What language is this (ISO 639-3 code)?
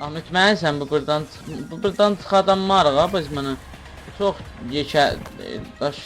azb